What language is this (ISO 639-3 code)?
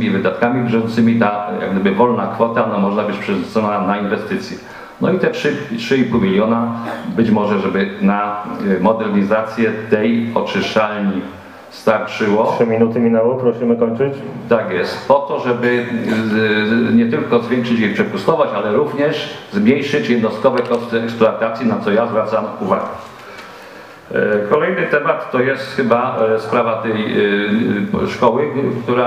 pol